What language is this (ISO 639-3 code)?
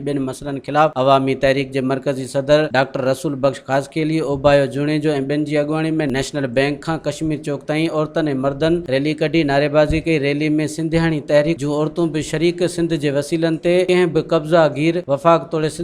snd